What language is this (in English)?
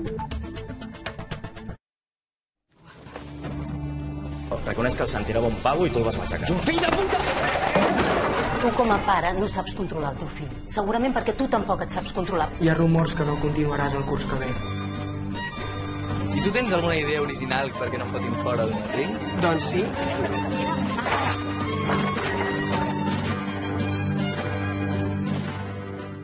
Catalan